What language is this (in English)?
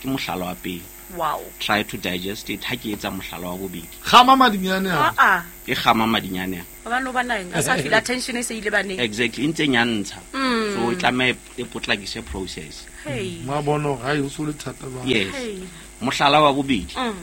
Southern Sotho